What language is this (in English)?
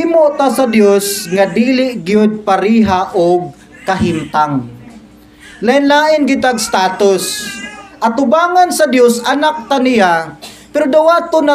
Cebuano